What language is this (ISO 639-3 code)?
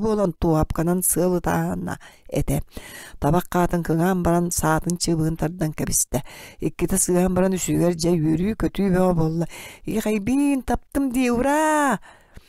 sah